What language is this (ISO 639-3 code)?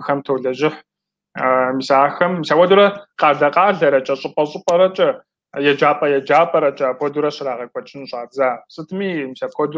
kbd